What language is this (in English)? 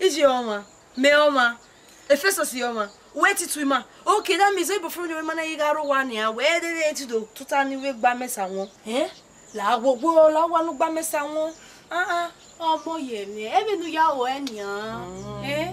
Bini